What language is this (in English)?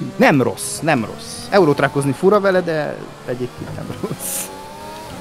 Hungarian